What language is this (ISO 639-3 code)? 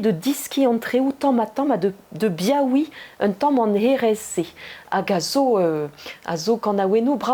bre